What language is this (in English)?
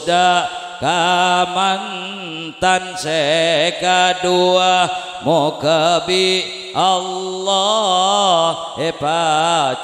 Madurese